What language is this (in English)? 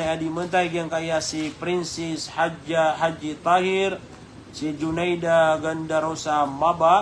Maranao